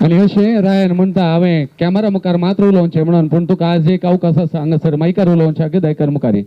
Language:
Konkani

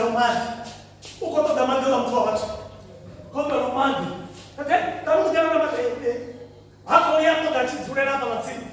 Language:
Venda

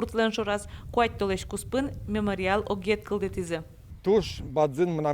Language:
Udmurt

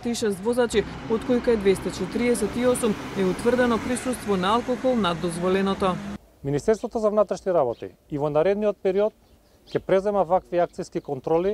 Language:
Macedonian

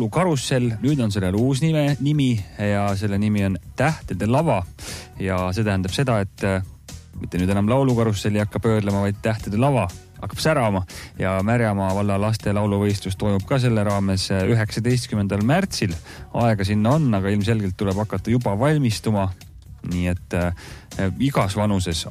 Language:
Estonian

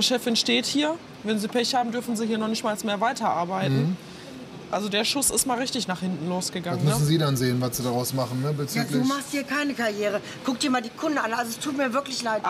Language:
German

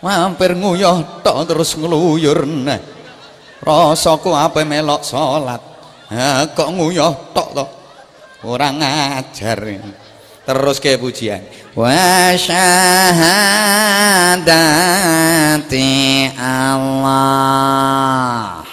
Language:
Javanese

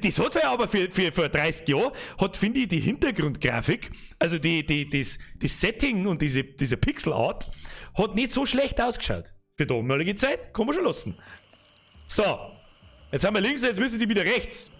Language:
Bavarian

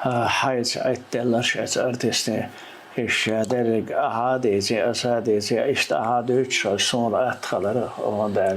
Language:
Chechen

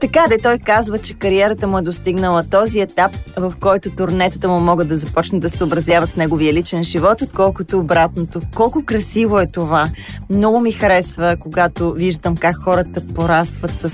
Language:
Bulgarian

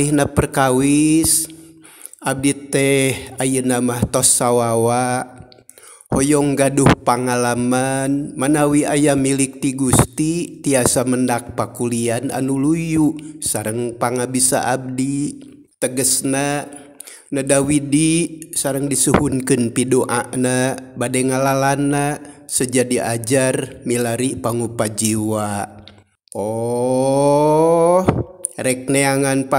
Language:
Sundanese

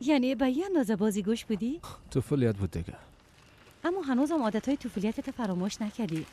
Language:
Persian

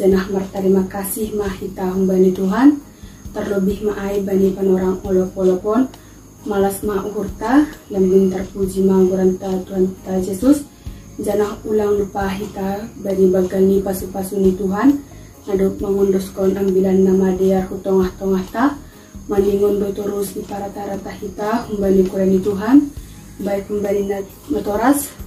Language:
Batak Simalungun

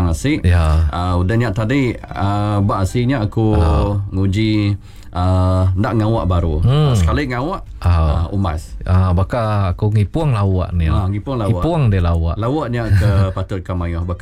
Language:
Iban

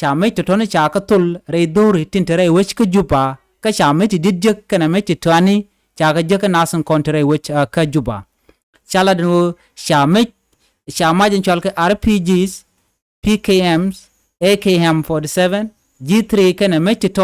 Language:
Nuer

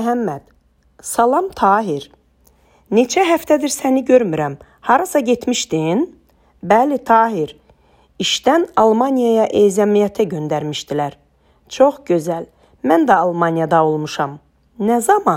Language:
Azerbaijani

